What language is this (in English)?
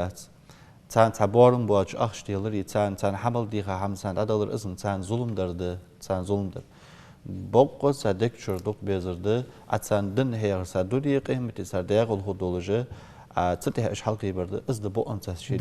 Ingush